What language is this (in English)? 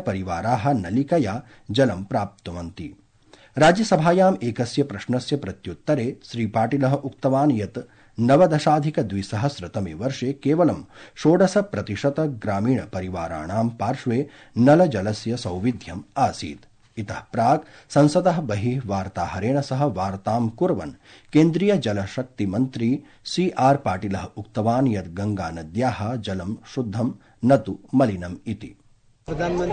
Sanskrit